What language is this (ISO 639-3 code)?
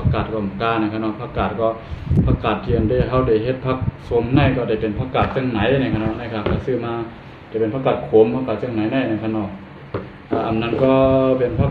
shn